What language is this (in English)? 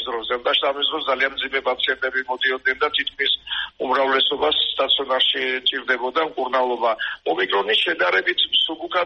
Georgian